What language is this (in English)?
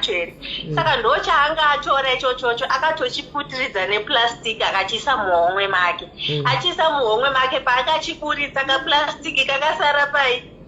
Shona